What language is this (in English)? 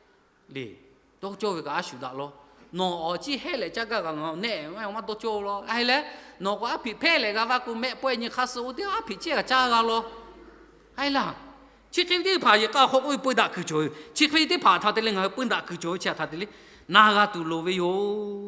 Lahu